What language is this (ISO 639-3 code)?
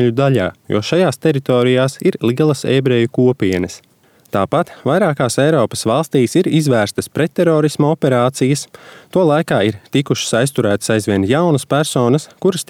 lav